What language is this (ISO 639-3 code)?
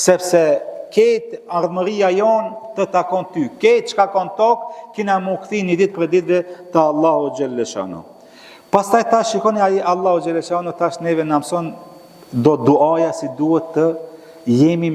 sqi